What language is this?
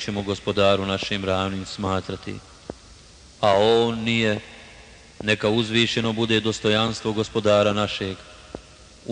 Bosnian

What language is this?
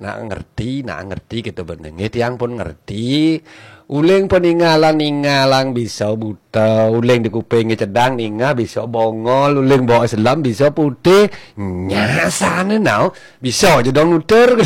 Balinese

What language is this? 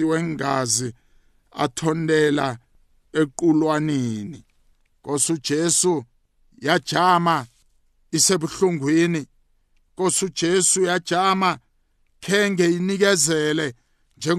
South Ndebele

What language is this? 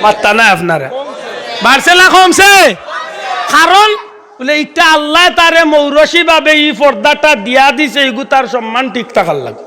Sylheti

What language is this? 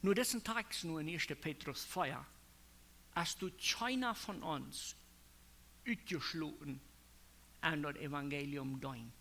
Plautdietsch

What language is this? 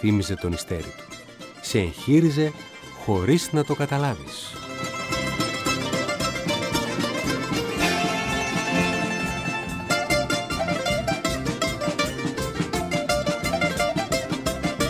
Greek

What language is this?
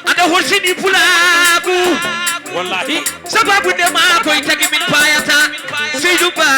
Fula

